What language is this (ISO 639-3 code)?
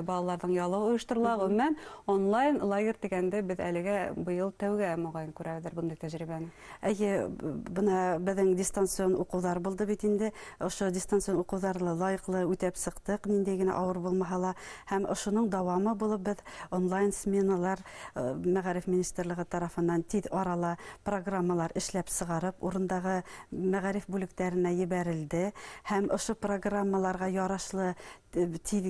bak